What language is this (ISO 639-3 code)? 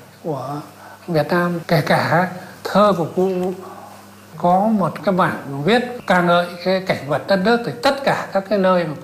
vie